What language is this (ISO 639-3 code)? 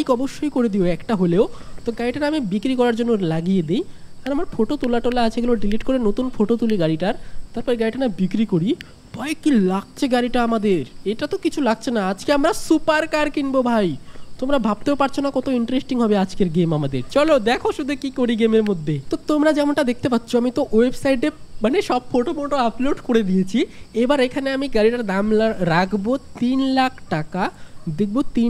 ben